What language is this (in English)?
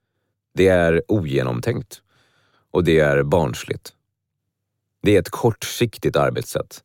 Swedish